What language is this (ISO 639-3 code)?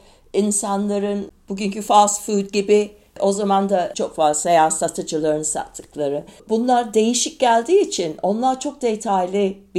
tur